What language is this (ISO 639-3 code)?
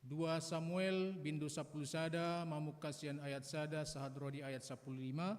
bbc